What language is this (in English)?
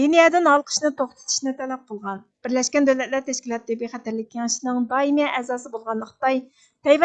Uyghur